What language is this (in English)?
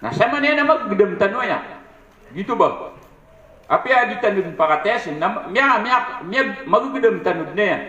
Maranao